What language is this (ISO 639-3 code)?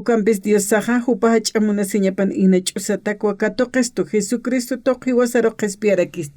aym